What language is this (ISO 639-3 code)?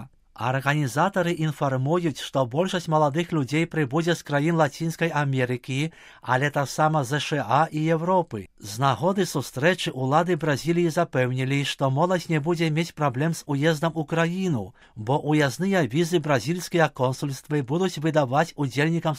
bel